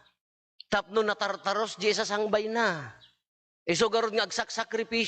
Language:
Iloko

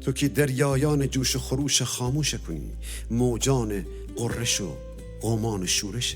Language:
Gilaki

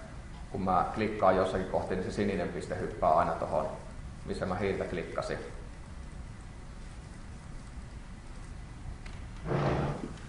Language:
Finnish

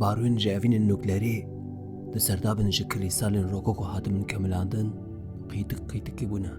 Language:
Kurdish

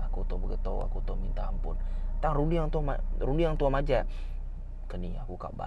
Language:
Iban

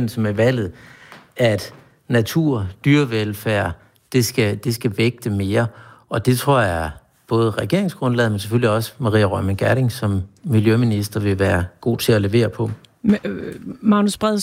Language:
Danish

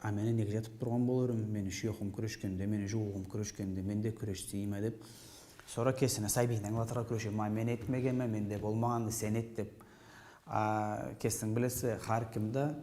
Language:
Karachay-Balkar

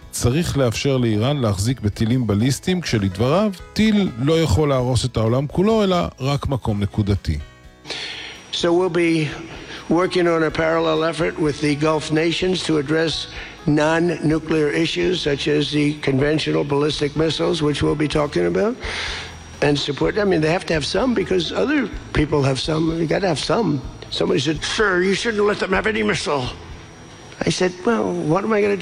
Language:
Hebrew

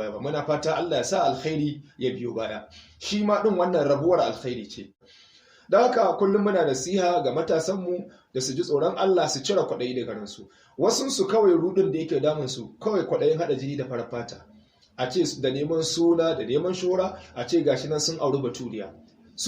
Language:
Hausa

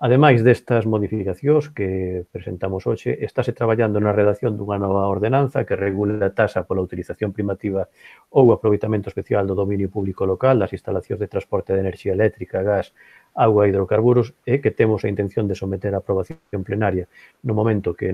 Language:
Galician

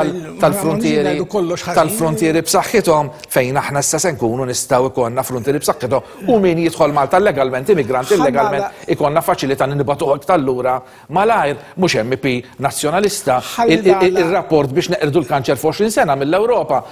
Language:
Maltese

